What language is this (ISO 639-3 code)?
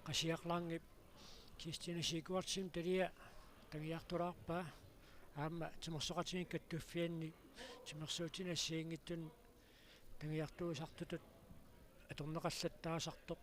kal